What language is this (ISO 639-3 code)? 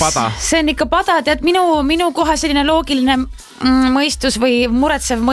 est